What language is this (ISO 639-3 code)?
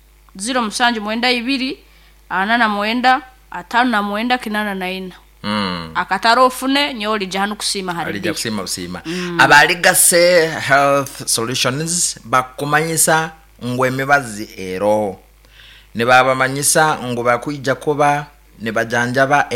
nyn